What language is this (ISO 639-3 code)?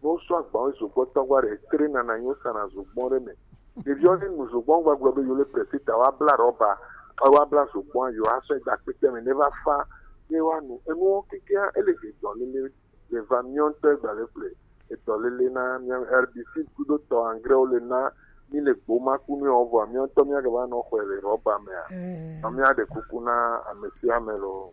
gej